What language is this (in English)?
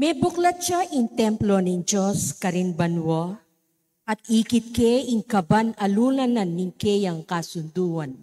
Pampanga